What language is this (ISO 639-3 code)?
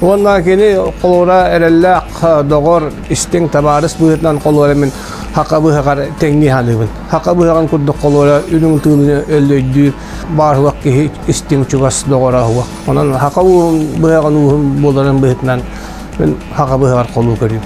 sah